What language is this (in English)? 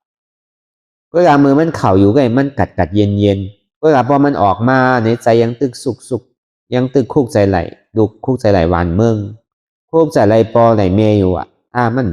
Shan